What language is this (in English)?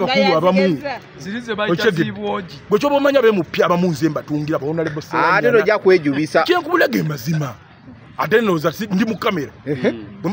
Ganda